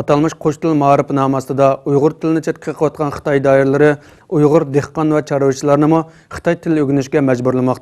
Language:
Uyghur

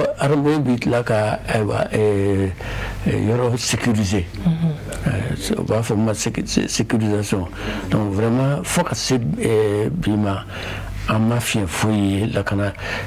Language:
Bambara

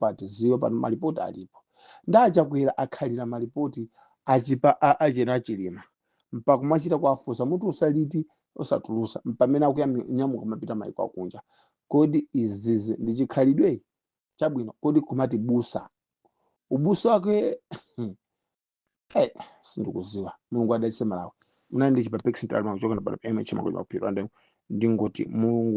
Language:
Nyanja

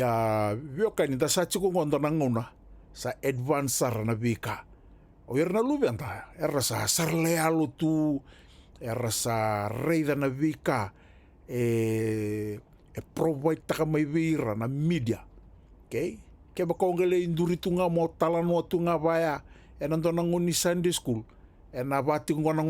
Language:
Fijian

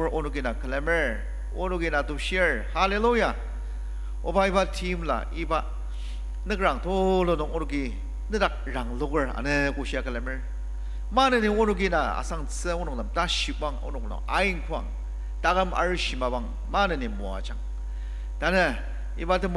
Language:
Ao Naga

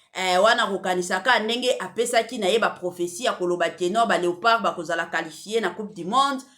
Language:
Lingala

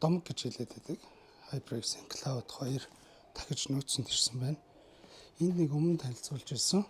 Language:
Mongolian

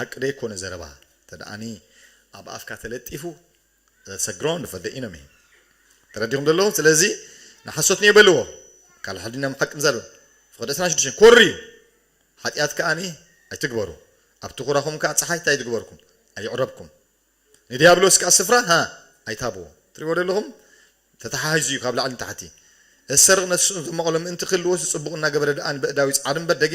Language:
Tigrinya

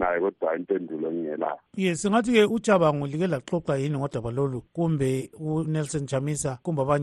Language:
North Ndebele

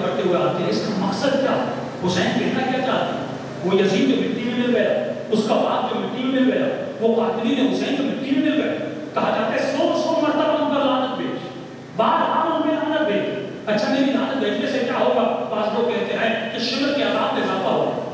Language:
Urdu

